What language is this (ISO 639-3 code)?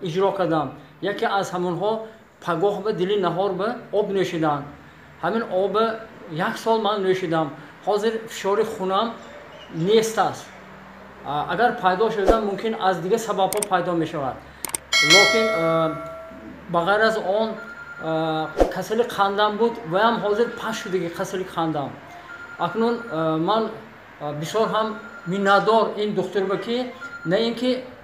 tgk